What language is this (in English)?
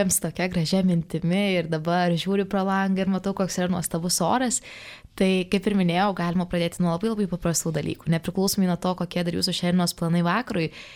Lithuanian